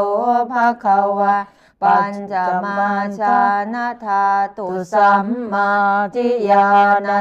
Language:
Pali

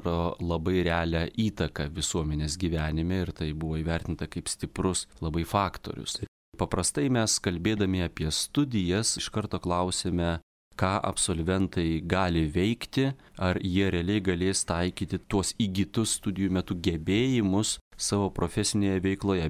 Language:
Lithuanian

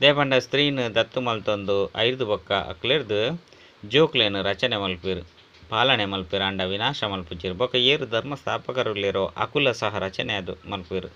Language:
Tulu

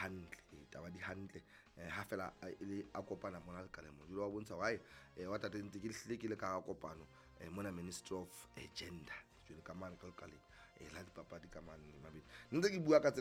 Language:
Southern Sotho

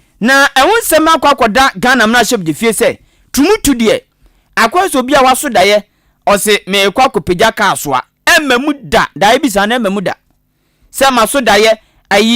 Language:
Akan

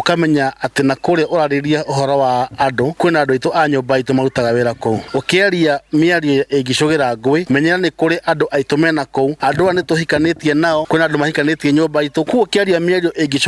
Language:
Kikuyu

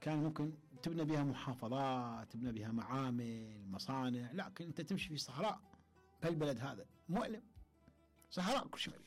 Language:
Mesopotamian Arabic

